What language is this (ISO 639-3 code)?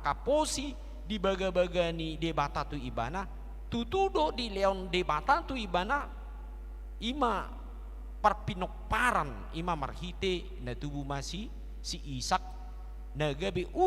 bbc